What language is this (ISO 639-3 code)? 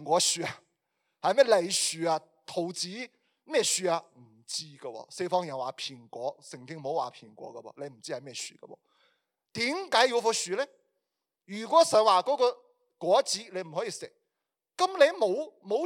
yue